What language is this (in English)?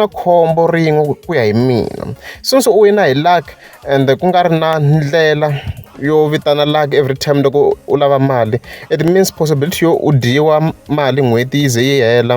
Tsonga